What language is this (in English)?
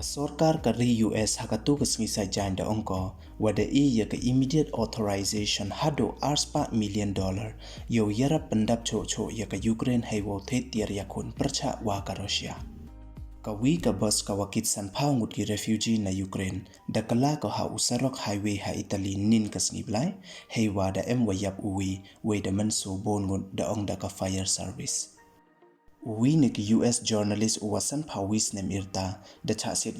Pnar